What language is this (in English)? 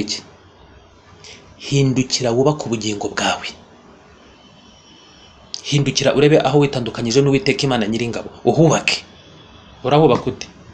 Kinyarwanda